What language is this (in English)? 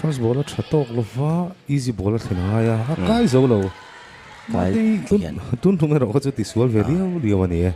Mizo